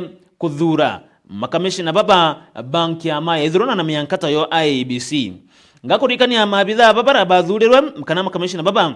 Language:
Meru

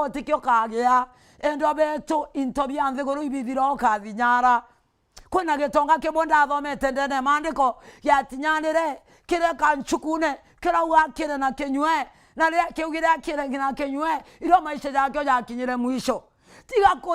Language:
Meru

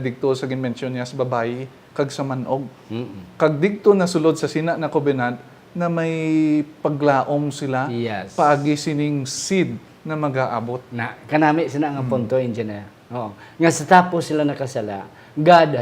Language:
Hiligaynon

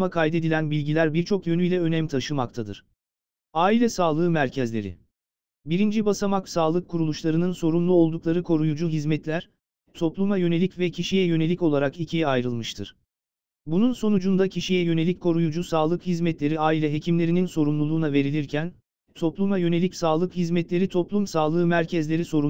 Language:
Turkish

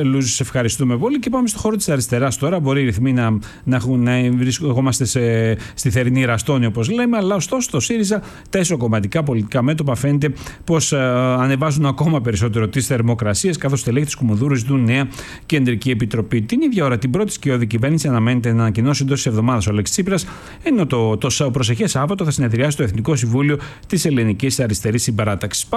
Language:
Greek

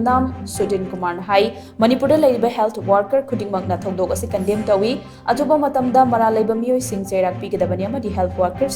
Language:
Manipuri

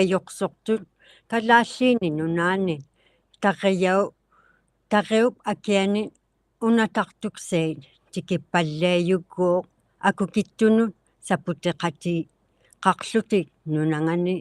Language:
Inuktitut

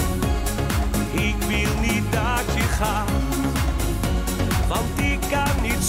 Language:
Dutch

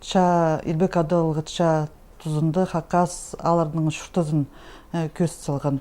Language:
Khakas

